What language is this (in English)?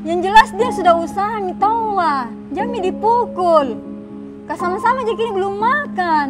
Makassar Malay